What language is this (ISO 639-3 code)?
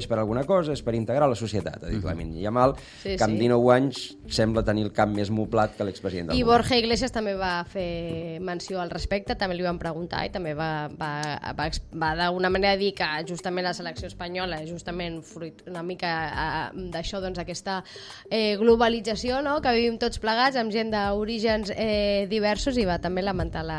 cat